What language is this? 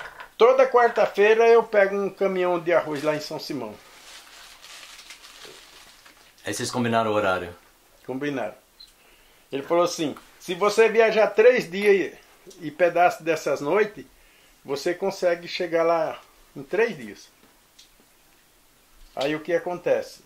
Portuguese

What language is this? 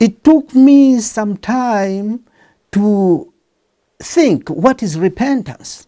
English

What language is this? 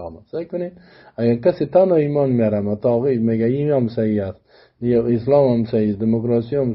Persian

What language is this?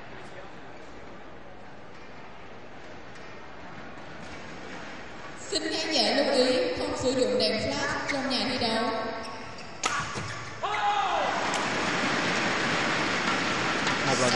Vietnamese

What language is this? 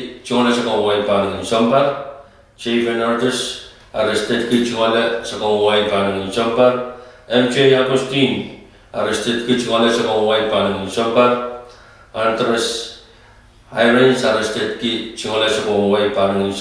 Pohnpeian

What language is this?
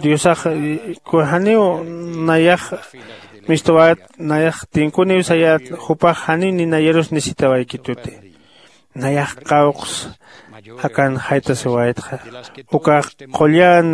Aymara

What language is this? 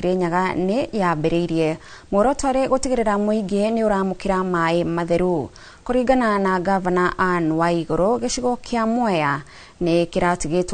Kikuyu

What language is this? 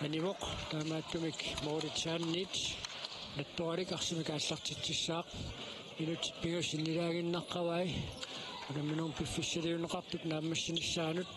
Kalaallisut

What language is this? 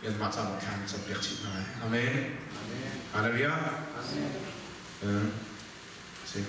Hakha Chin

